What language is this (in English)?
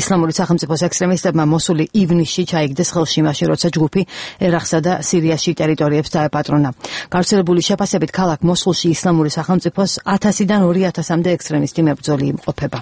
Georgian